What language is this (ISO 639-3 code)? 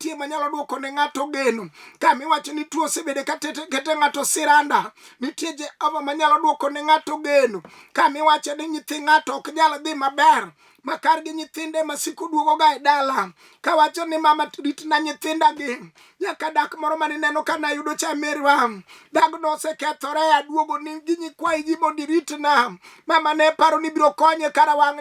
luo